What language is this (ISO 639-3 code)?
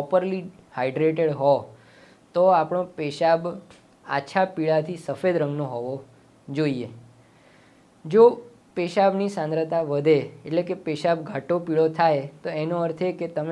guj